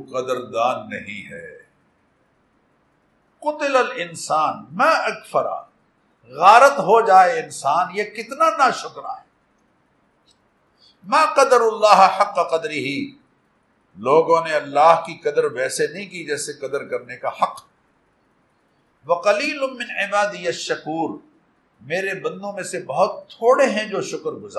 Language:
Urdu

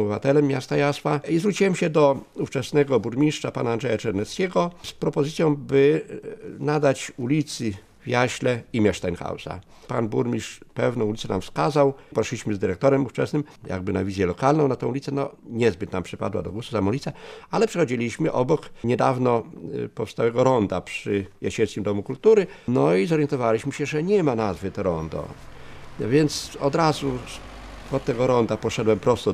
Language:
Polish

